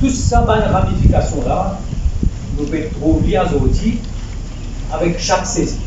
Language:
Morisyen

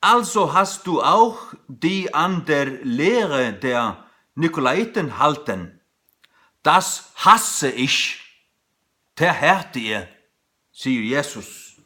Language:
Faroese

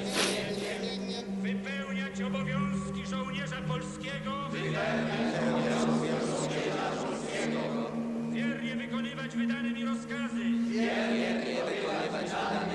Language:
Polish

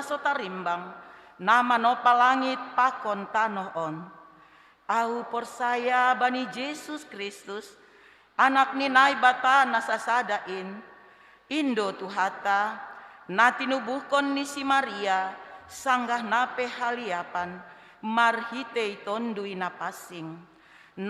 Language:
Batak Simalungun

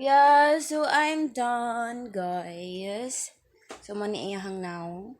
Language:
Cebuano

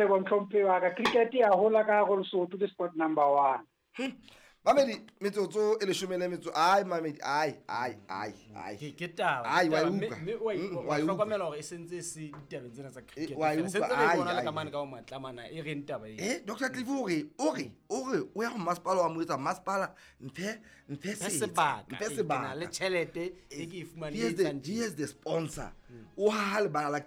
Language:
Southern Sotho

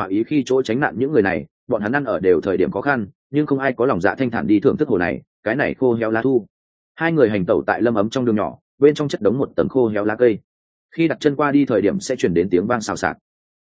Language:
Vietnamese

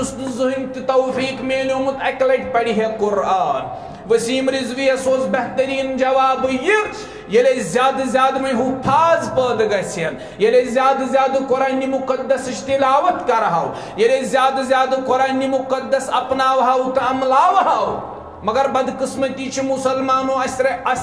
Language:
Kashmiri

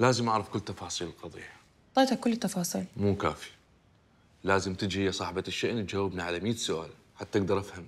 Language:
Mesopotamian Arabic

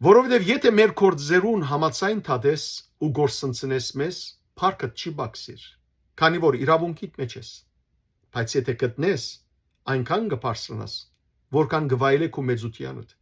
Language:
Western Armenian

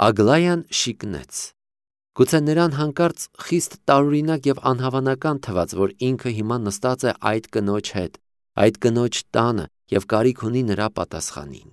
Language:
Armenian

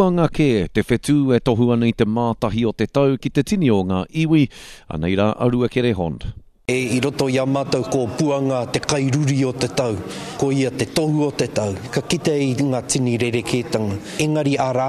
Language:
Māori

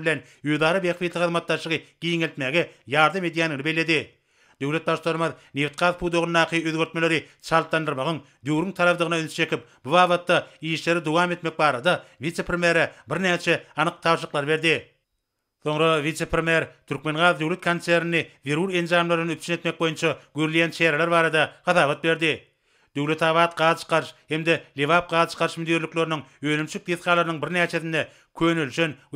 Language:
Turkmen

